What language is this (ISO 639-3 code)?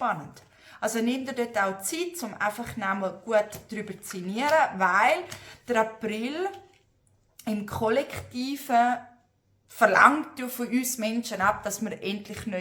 gsw